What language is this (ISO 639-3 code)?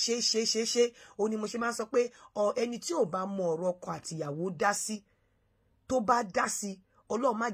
yor